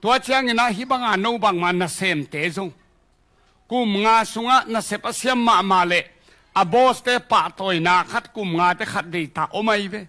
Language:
Tedim Chin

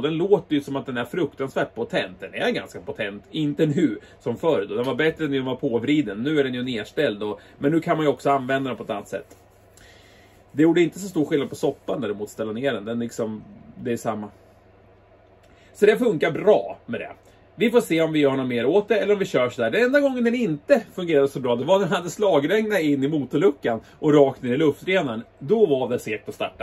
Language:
Swedish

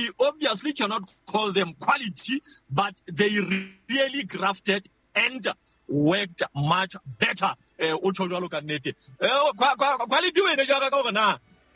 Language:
Southern Sotho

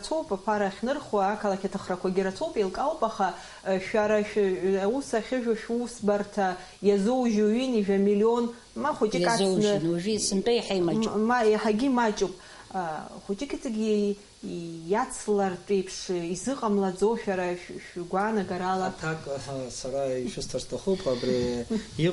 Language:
Abkhazian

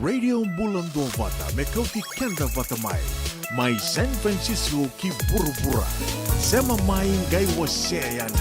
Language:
Fijian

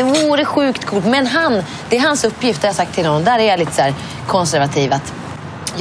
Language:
Swedish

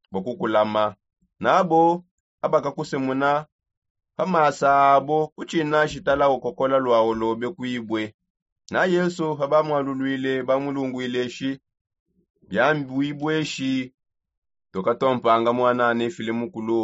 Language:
Songe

